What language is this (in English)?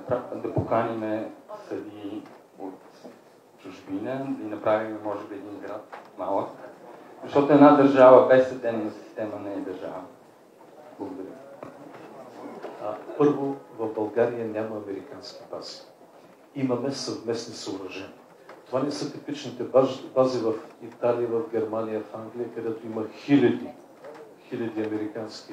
Bulgarian